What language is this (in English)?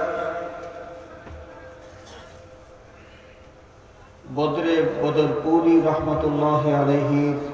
Bangla